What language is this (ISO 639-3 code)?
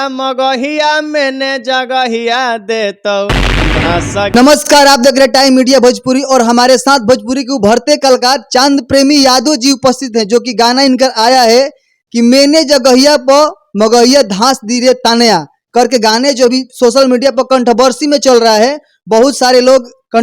bho